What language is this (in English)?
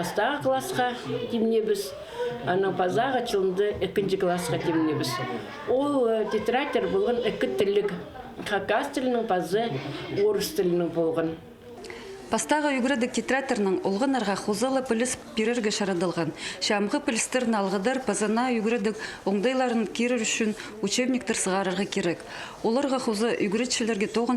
Khakas